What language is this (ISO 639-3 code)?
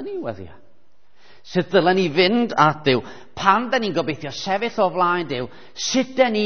cym